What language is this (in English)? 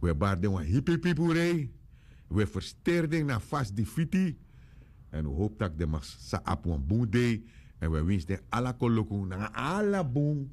Sranan Tongo